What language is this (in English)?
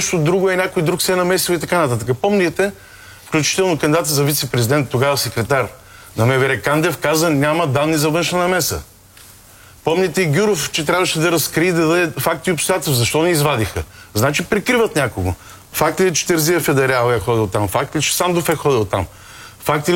Bulgarian